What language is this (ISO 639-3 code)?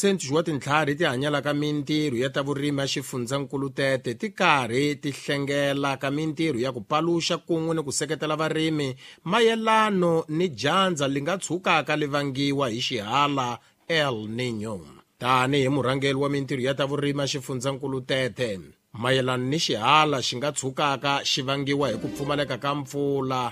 tso